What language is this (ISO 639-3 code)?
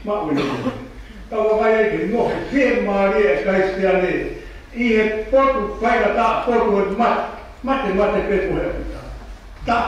ton